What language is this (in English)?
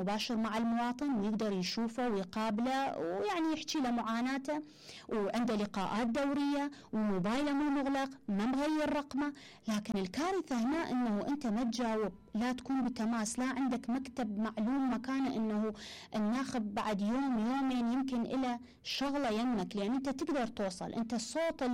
Mesopotamian Arabic